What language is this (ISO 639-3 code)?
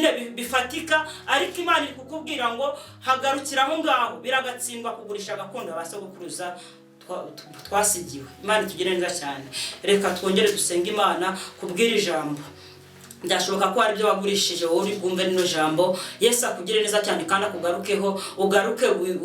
kin